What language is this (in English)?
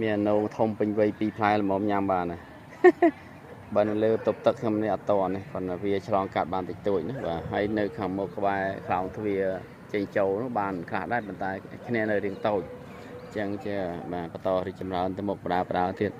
Khmer